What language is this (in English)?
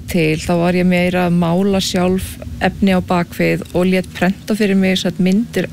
Icelandic